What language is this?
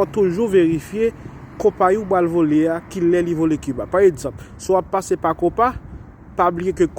Haitian Creole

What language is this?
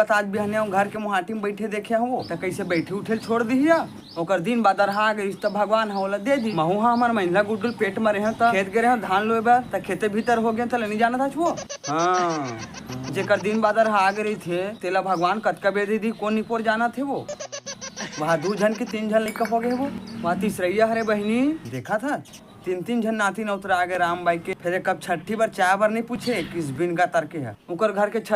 Chhattisgarhi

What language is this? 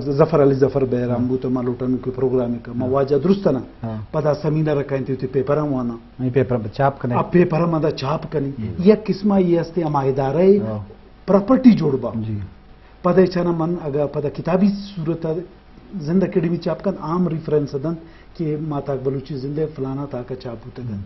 Eastern Balochi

